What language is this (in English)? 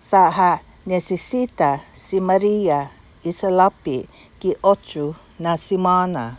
Chamorro